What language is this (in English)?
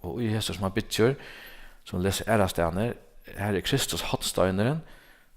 Faroese